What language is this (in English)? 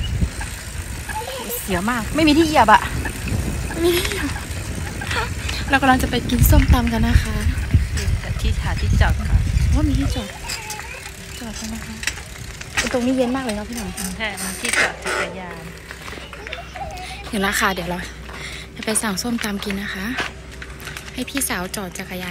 Thai